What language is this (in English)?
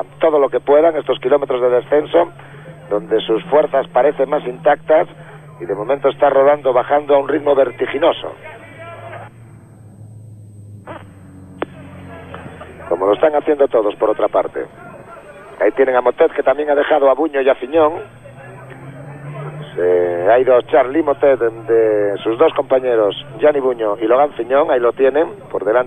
Spanish